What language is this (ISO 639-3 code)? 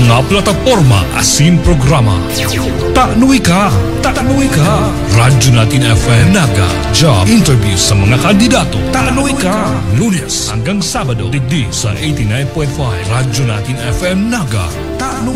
bik